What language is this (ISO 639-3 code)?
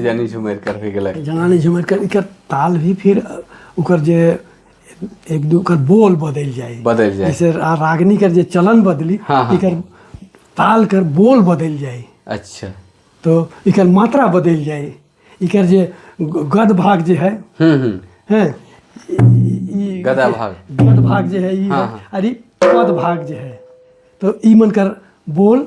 sck